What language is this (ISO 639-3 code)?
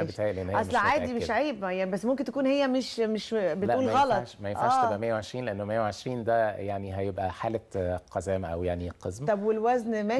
arz